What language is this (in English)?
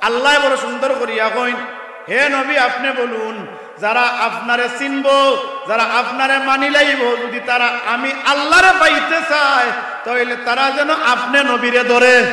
Sylheti